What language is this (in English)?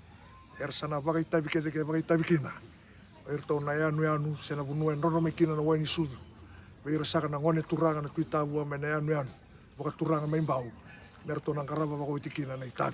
Fijian